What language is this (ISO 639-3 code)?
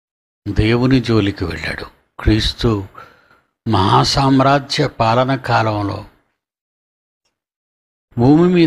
tel